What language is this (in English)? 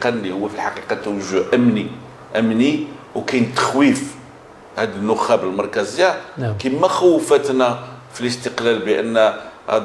Moroccan Arabic